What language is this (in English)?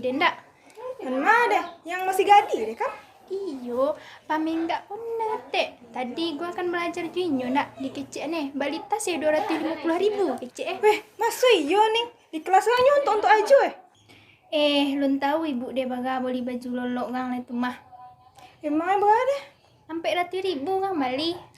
Minangkabau